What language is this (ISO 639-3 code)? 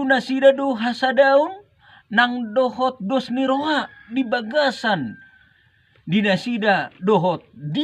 bbc